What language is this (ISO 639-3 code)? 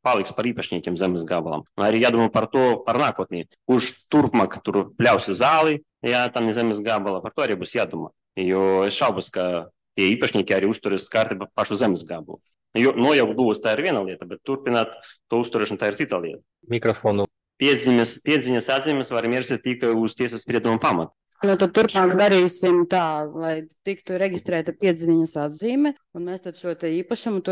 lav